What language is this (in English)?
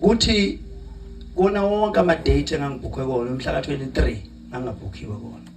Zulu